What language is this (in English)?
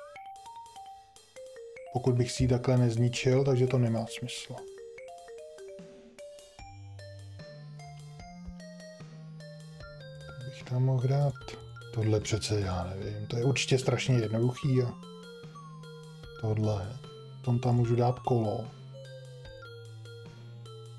Czech